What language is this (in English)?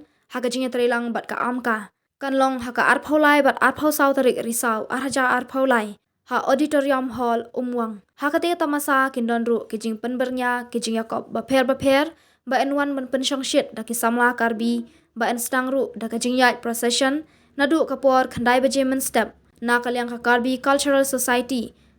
Khasi